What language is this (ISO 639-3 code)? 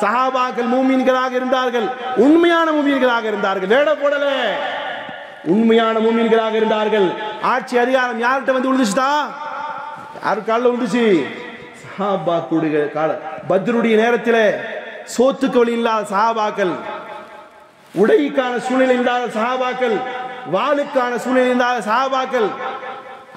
tam